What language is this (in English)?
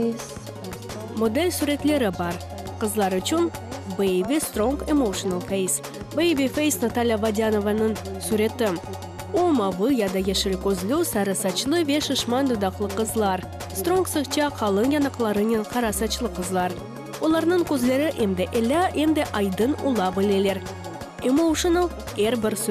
Crimean Tatar